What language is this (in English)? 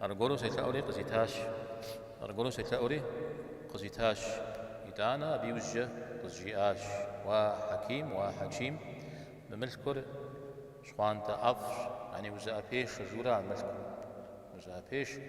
Kabardian